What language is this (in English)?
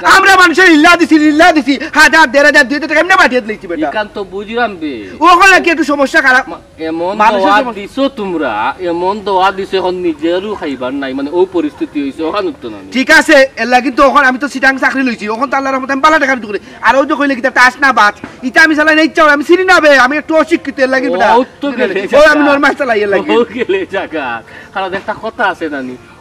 Sylheti